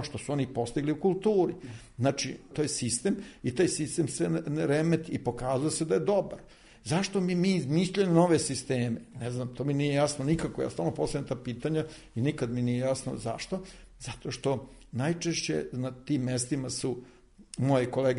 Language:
Serbian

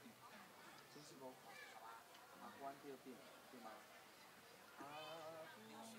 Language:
Chinese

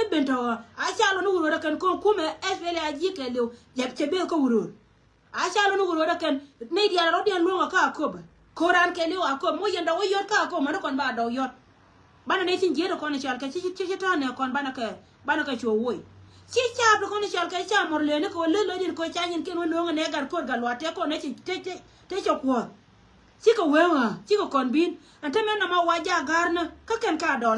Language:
Nuer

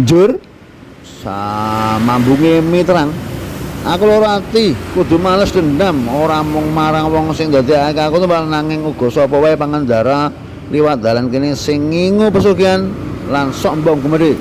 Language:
Javanese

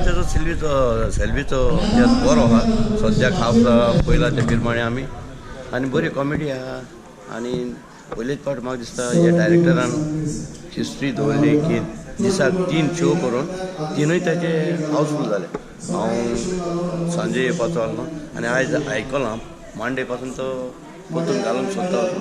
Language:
Konkani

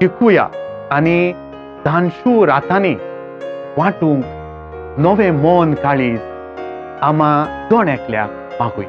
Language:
Konkani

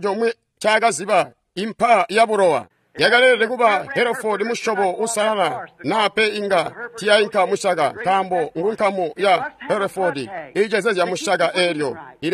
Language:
Tonga (Zambia)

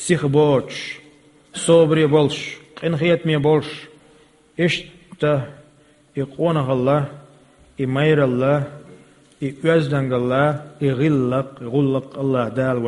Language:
Chechen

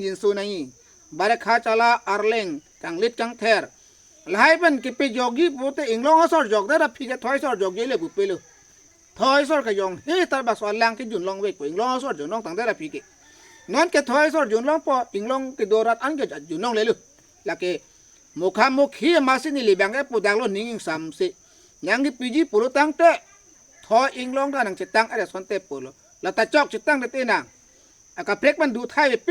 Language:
Karbi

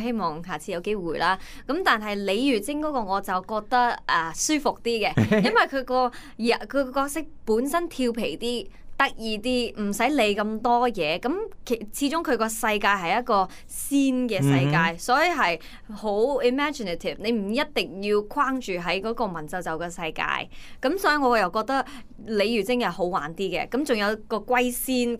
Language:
Cantonese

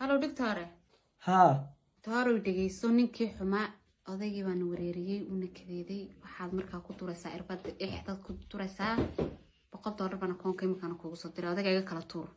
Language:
Somali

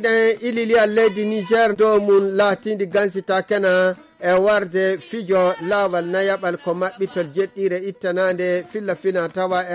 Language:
Fula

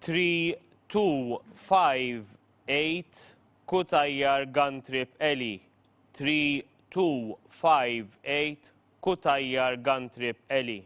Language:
English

